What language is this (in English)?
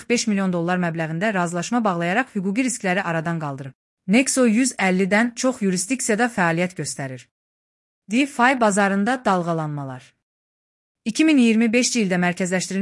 Azerbaijani